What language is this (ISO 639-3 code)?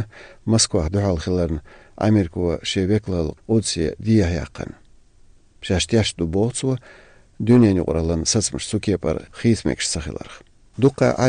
che